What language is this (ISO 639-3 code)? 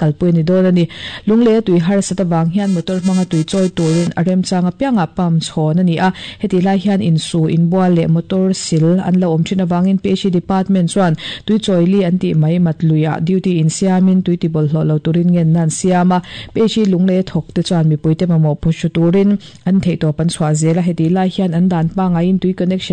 lus